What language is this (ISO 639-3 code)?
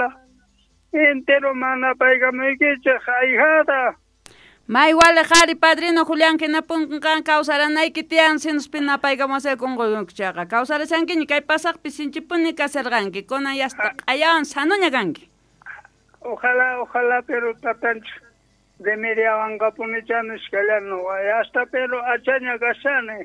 quh